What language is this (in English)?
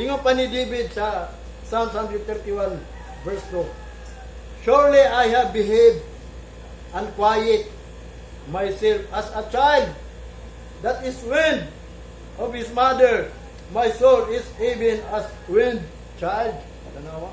Cebuano